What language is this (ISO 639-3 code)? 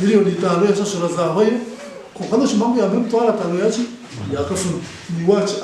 nyn